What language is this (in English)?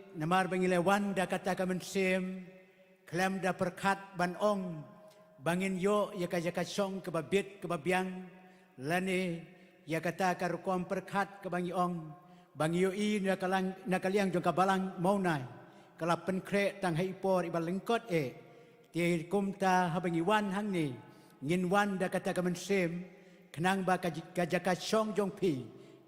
Khasi